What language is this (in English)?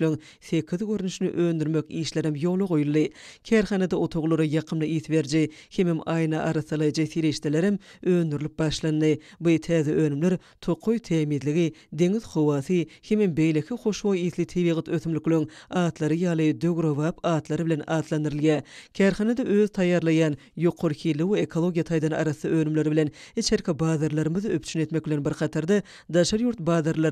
Turkmen